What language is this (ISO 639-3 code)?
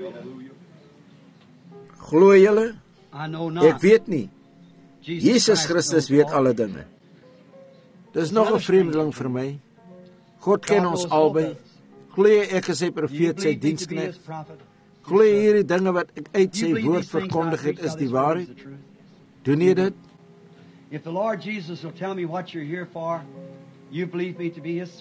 afr